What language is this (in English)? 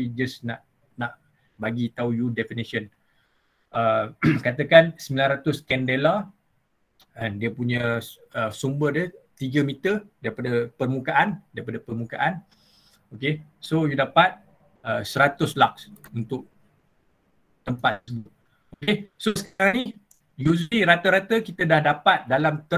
Malay